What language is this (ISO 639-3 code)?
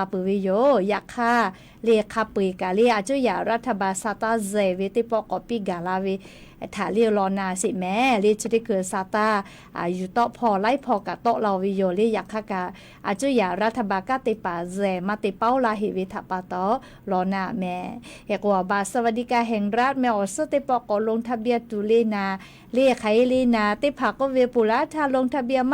lhu